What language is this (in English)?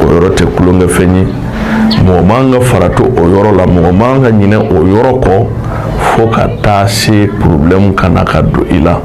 Bambara